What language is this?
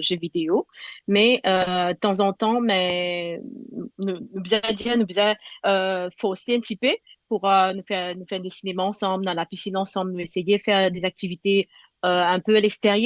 Morisyen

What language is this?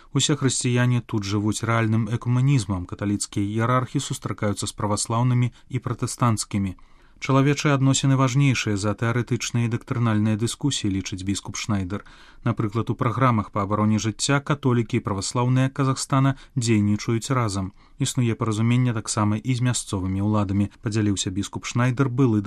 Belarusian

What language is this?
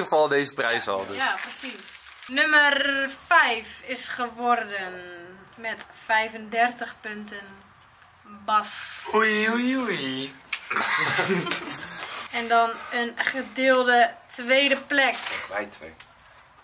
Dutch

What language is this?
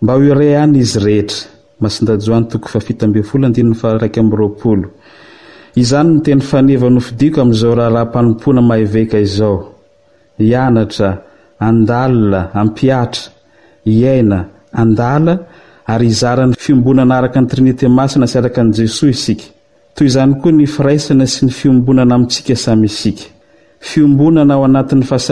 Malagasy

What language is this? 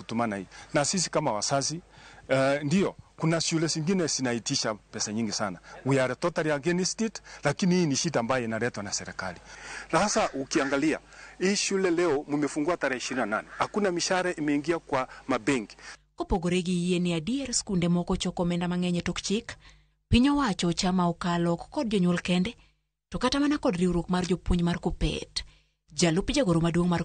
Luo (Kenya and Tanzania)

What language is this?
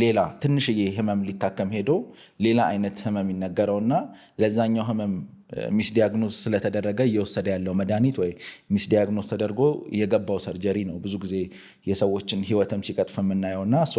Amharic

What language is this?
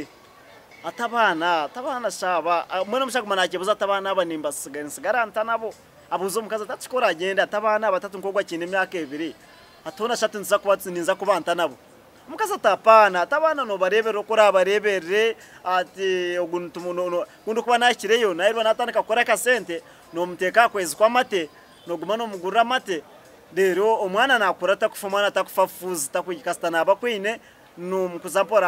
Nyankole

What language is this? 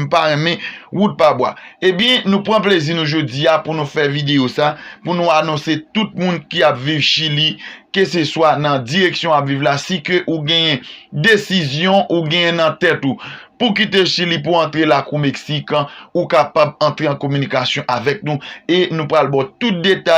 Haitian Creole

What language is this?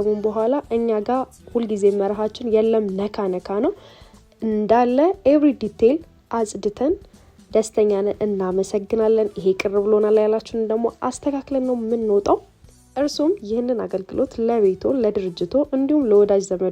Amharic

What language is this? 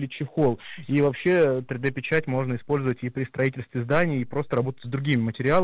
Russian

